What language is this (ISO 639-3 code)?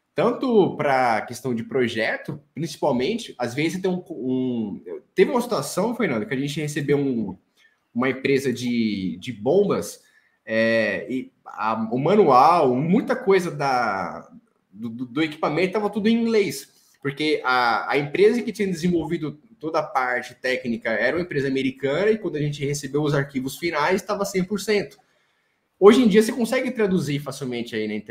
por